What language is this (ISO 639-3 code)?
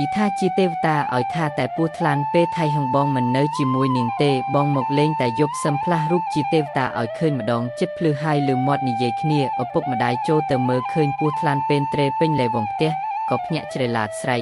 khm